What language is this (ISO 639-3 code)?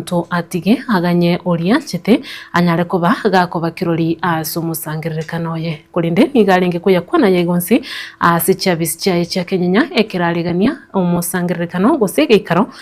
guz